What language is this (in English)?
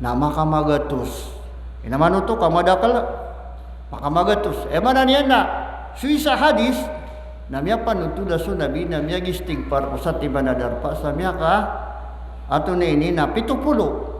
Maranao